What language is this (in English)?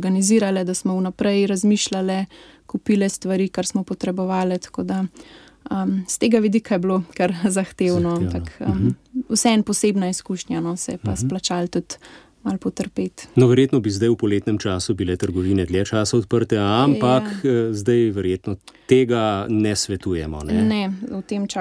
Slovenian